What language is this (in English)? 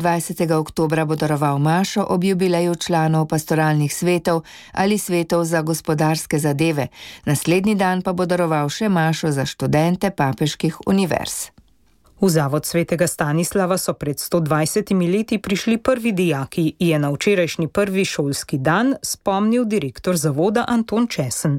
Slovenian